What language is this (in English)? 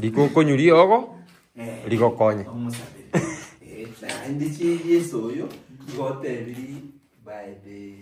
Gusii